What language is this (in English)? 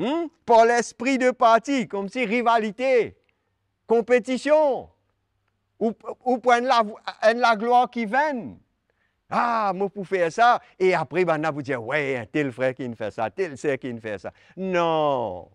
Morisyen